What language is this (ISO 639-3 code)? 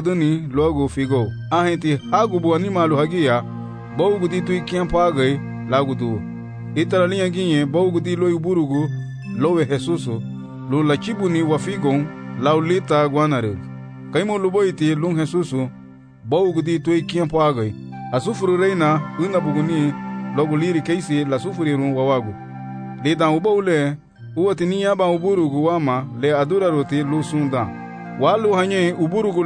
cab